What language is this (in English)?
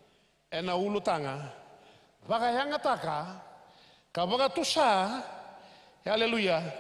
Fijian